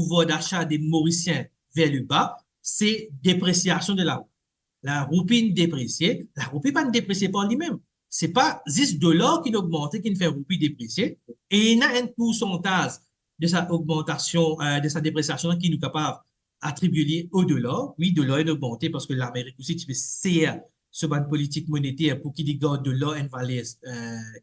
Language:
Morisyen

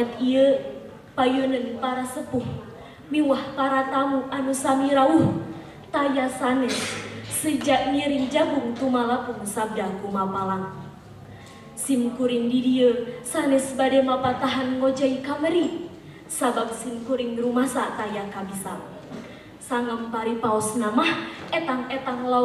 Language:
Sundanese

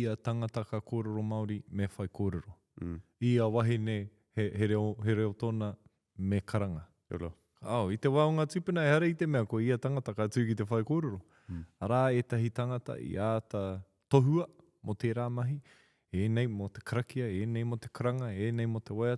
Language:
Māori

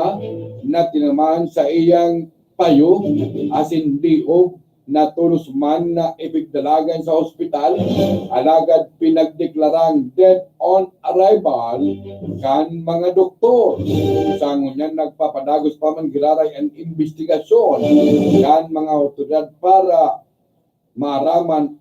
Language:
Bikol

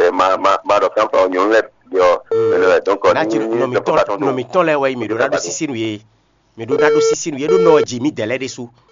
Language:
Fon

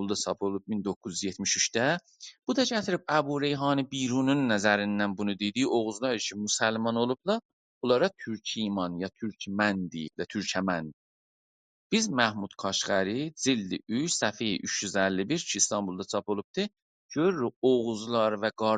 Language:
South Azerbaijani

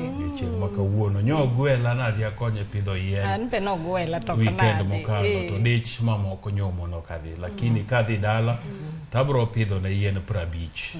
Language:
Luo (Kenya and Tanzania)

